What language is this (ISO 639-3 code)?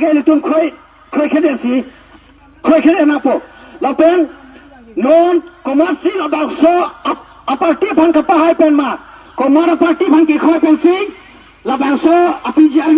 mjw